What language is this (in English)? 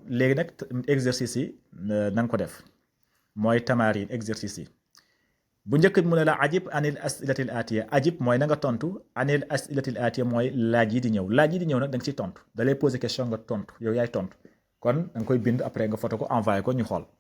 Wolof